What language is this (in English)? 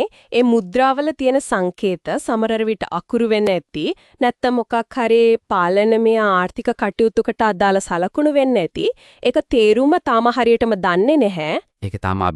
Sinhala